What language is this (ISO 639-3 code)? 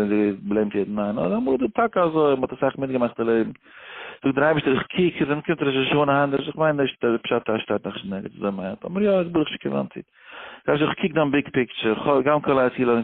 yid